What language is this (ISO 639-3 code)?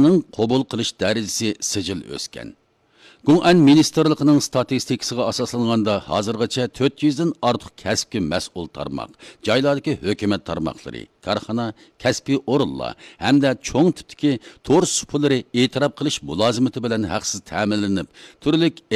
uig